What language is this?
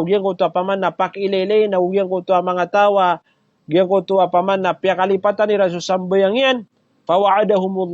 Maranao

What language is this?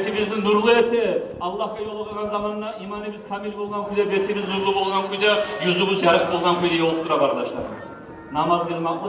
Kumyk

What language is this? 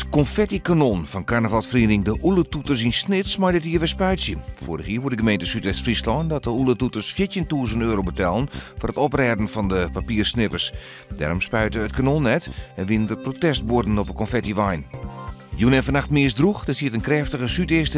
Western Frisian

